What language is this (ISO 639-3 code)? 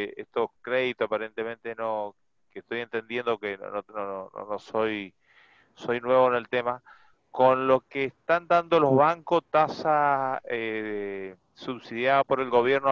spa